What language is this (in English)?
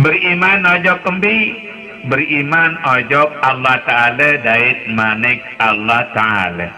Sasak